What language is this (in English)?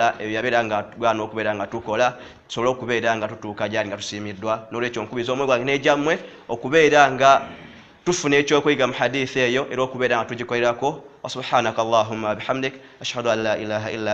Ganda